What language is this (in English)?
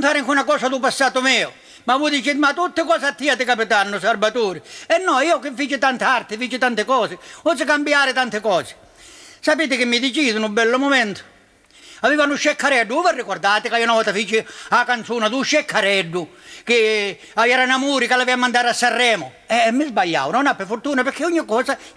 Sicilian